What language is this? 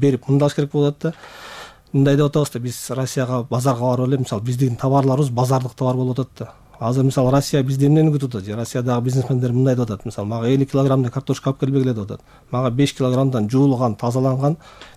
Kyrgyz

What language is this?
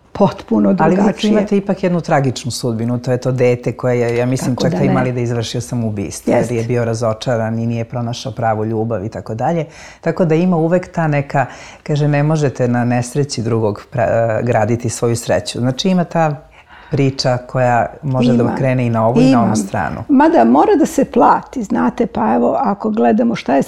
Serbian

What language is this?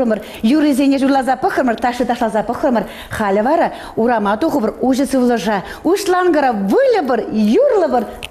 Chuvash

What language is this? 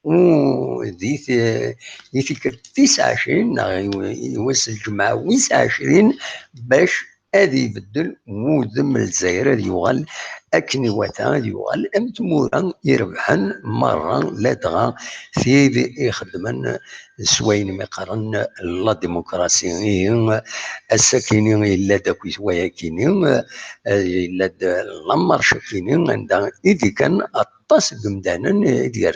Kabyle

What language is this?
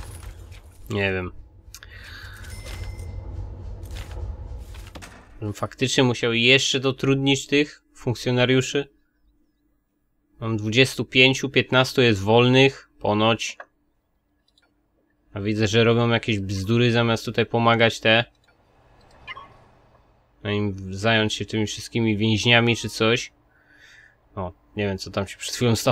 Polish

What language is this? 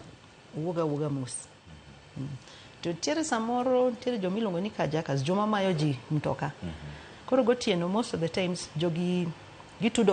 Luo (Kenya and Tanzania)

